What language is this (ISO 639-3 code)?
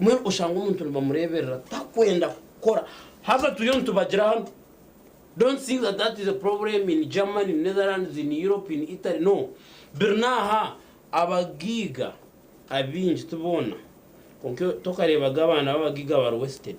nyn